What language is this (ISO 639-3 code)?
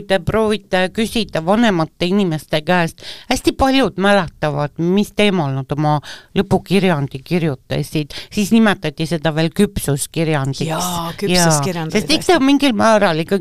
est